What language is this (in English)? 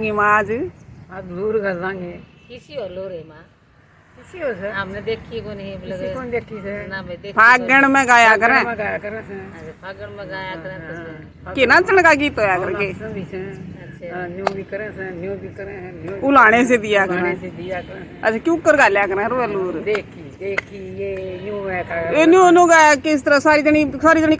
Haryanvi